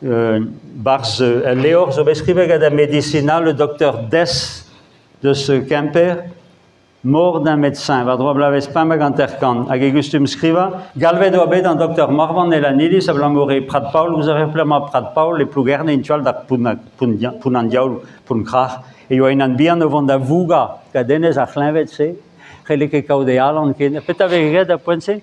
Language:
Breton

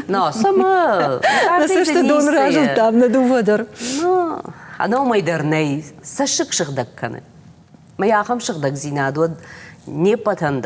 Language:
Ossetic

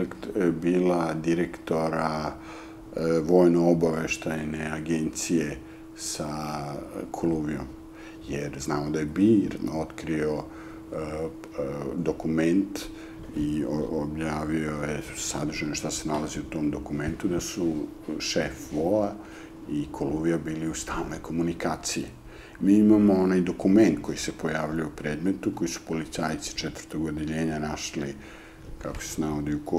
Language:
Serbian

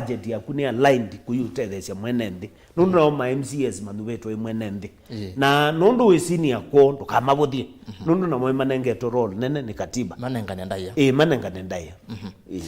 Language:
Kamba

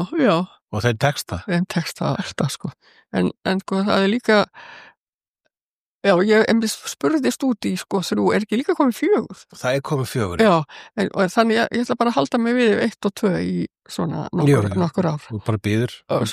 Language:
Icelandic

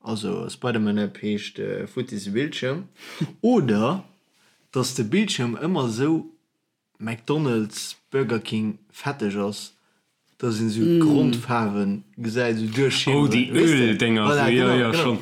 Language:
Luxembourgish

